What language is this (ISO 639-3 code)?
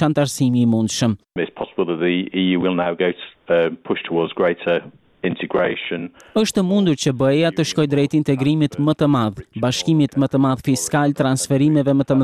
sqi